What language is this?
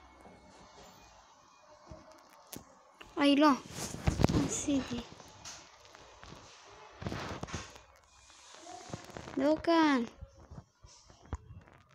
Hebrew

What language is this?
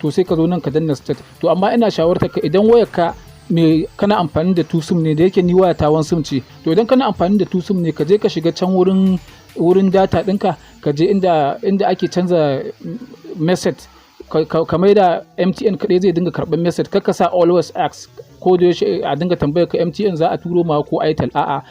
Hausa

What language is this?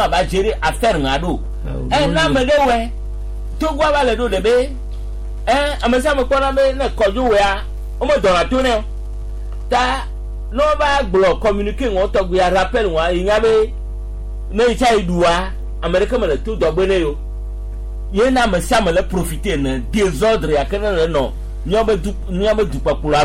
Gen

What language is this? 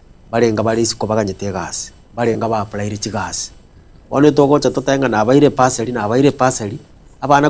Gusii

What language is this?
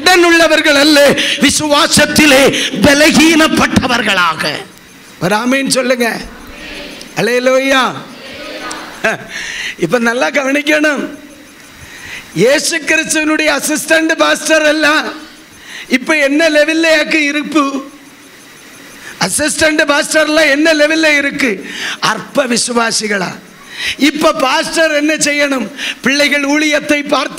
Tamil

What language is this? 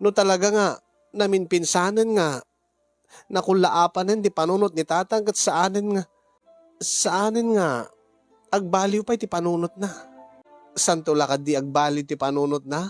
Iloko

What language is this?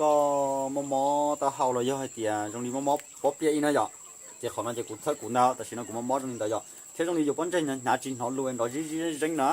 Hmong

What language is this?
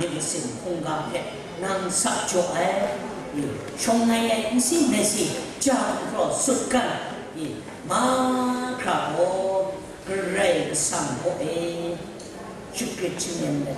Kachin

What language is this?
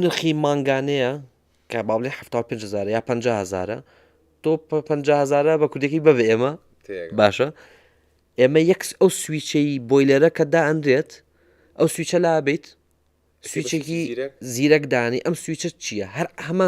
Central Kurdish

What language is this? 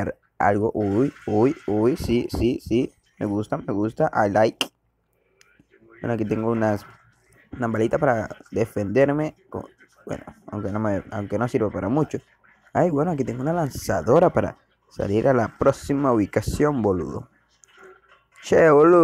Spanish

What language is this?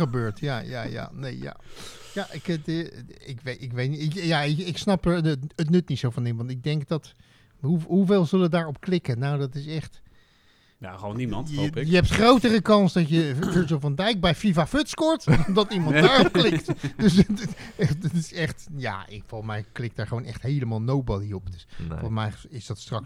Dutch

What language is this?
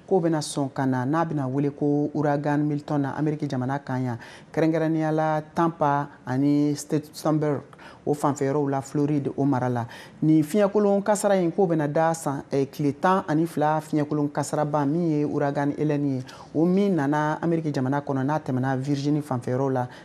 Bambara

